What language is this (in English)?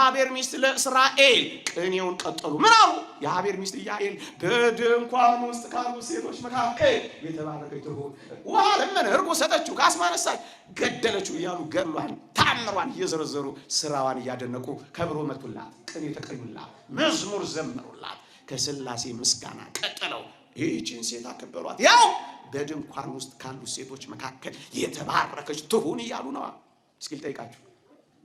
Amharic